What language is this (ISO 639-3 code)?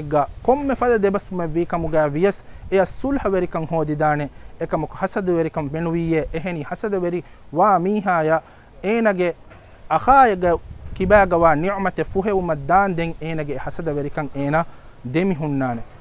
div